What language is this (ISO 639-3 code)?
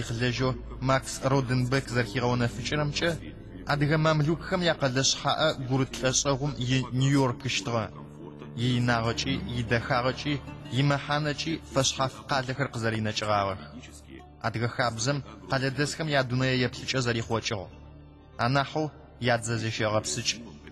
ady